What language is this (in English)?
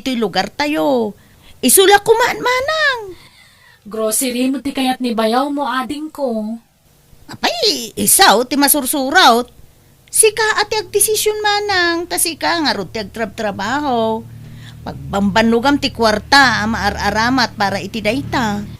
Iloko